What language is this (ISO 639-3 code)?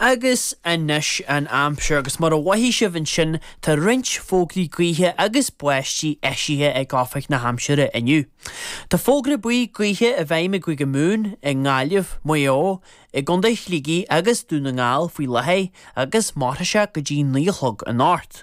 gle